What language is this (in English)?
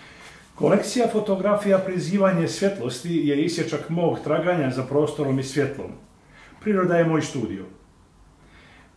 Croatian